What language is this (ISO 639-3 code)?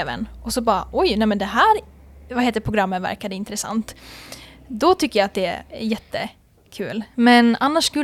swe